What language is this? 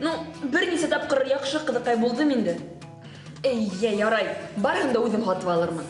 Bashkir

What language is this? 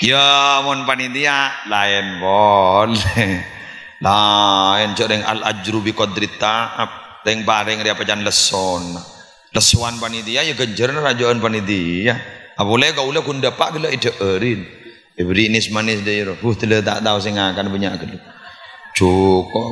Madurese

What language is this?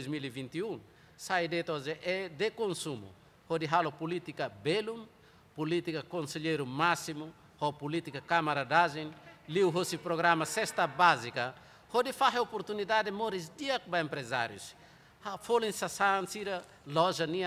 Tetum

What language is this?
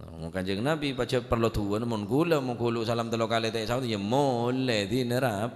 Madurese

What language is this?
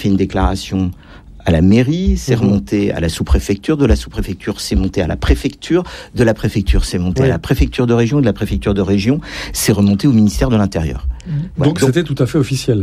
French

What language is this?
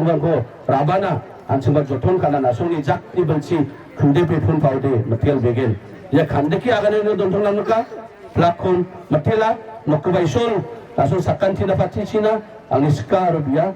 Garo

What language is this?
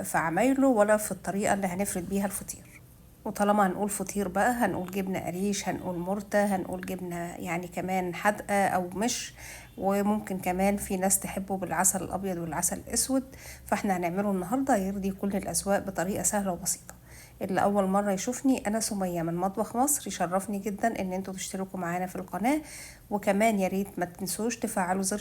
Egyptian Arabic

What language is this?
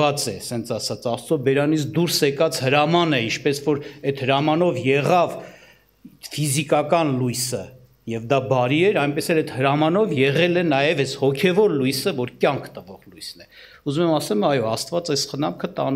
Armenian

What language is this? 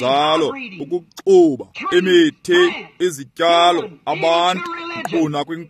Xhosa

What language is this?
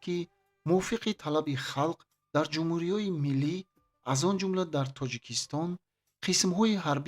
Tajik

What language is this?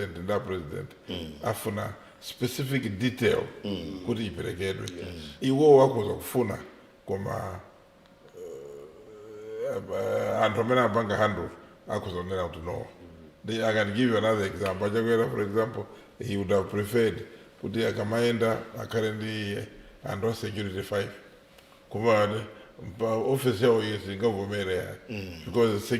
Nyanja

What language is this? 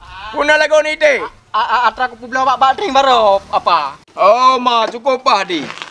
Achinese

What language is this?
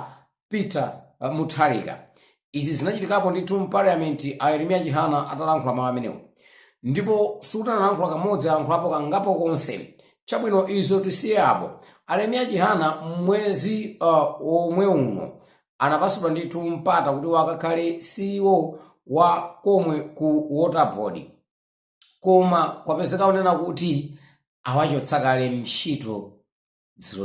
Nyanja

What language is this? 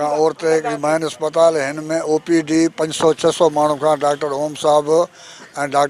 Sindhi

